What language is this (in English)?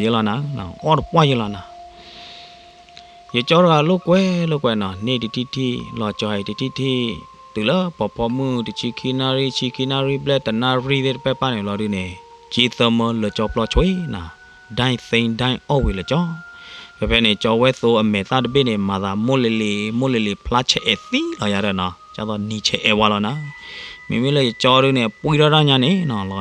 S'gaw Karen